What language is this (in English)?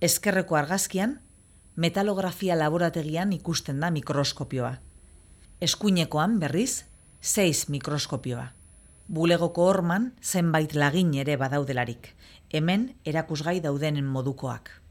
Basque